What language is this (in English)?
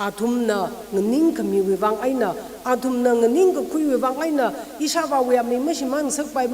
Tangkhul Naga (India)